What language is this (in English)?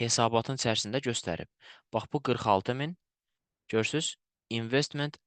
Azerbaijani